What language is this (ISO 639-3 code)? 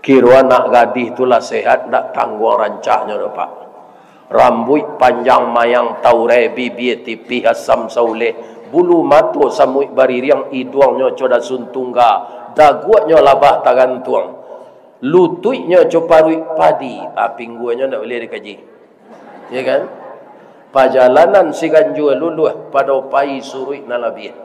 min